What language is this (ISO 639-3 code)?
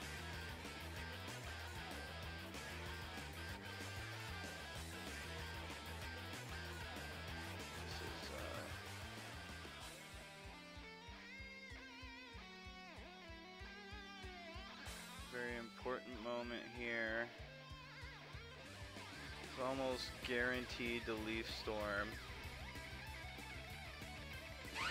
eng